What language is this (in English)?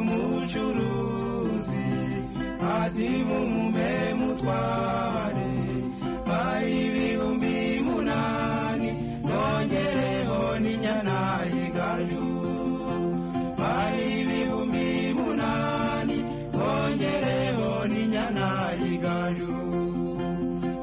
Kinyarwanda